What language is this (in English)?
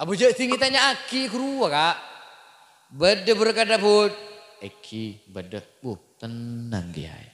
Madurese